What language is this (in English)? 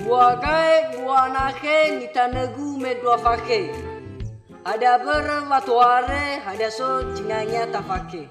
Nias